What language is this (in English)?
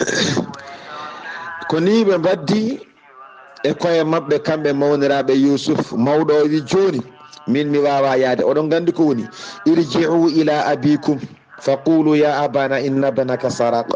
Fula